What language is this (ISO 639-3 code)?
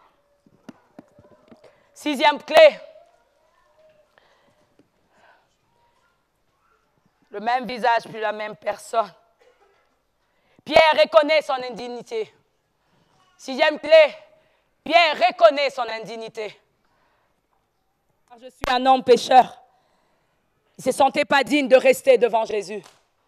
fra